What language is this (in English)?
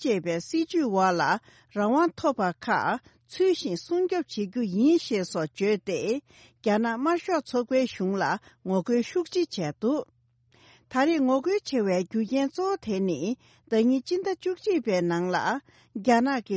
Tibetan